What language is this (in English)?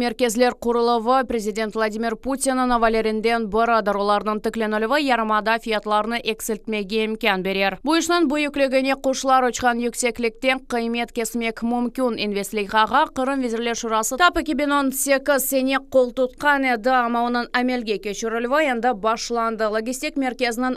Crimean Tatar